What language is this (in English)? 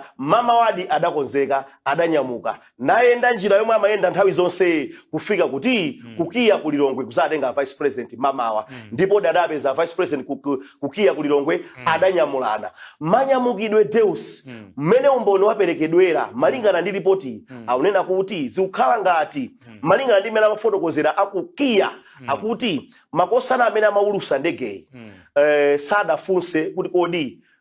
Nyanja